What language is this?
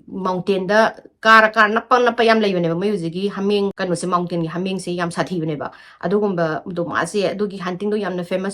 Manipuri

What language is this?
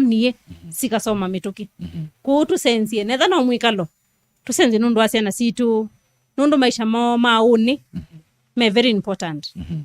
Kamba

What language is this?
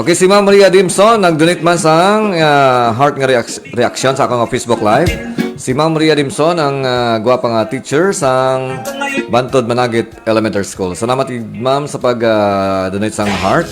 Hiligaynon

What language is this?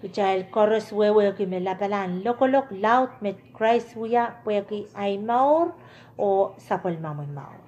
Pohnpeian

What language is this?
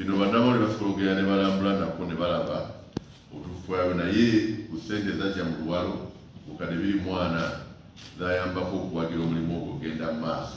Ganda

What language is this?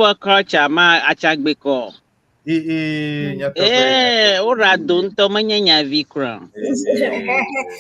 Ewe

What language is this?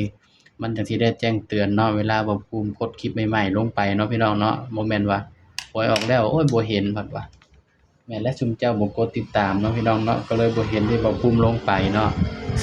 Northeastern Thai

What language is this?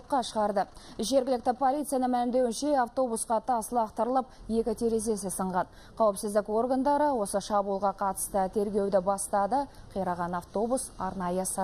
Kazakh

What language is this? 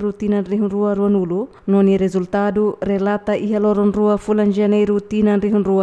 Tetum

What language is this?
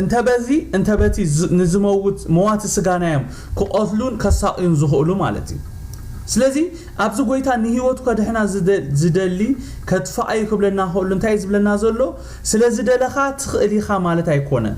Tigrinya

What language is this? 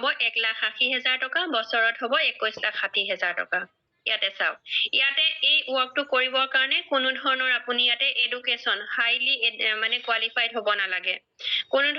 Assamese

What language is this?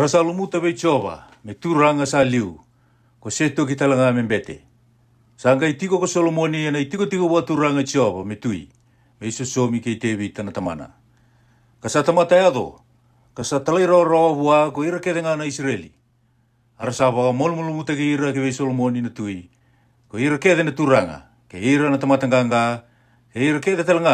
Fijian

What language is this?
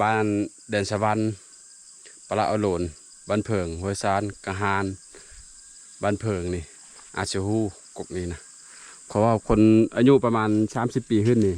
Lao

